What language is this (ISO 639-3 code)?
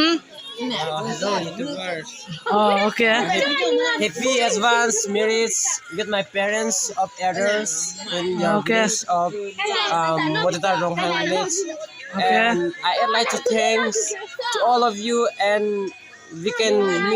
mjw